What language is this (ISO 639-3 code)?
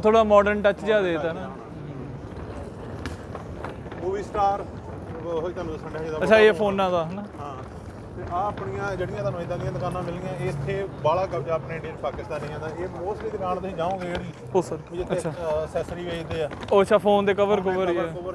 pan